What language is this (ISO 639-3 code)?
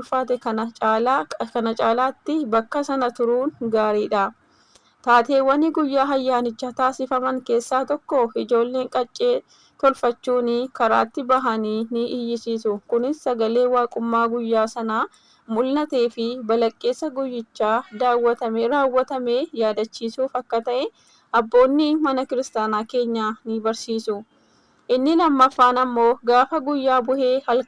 orm